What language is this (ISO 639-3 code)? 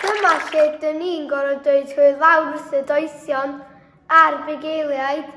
cym